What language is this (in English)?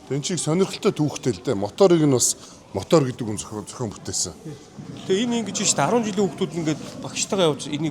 Mongolian